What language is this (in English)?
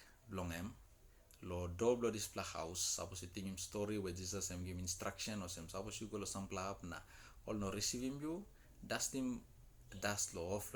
Tok Pisin